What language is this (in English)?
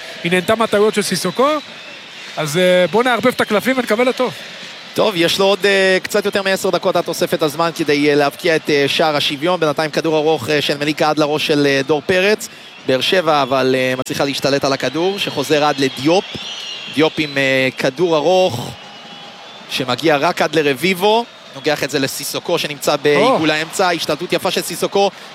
Hebrew